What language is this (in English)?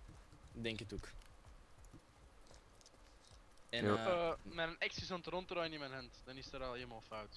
Dutch